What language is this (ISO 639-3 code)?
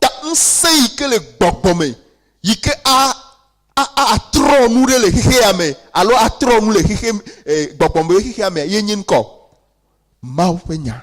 ewe